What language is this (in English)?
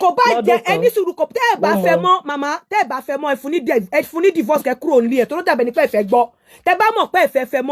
Yoruba